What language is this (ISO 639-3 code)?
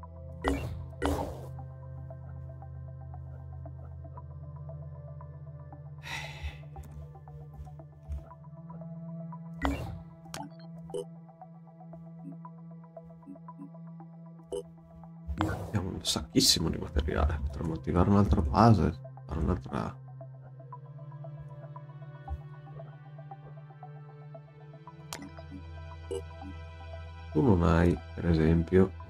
ita